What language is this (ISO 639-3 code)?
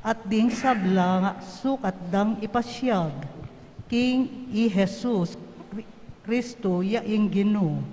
pam